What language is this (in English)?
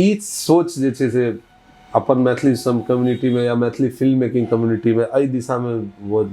Maithili